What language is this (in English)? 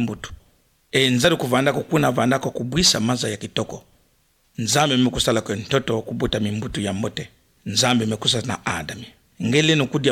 Kituba (Democratic Republic of Congo)